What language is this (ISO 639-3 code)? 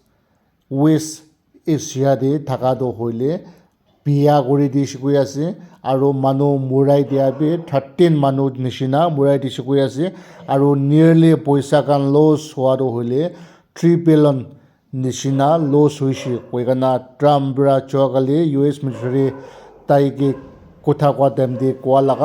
nag